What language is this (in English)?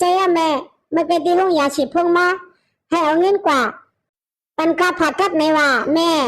Shan